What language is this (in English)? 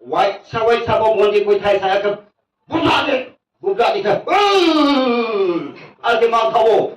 Riang (India)